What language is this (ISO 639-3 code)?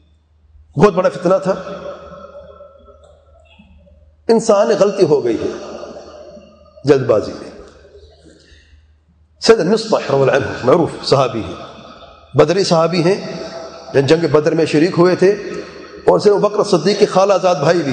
urd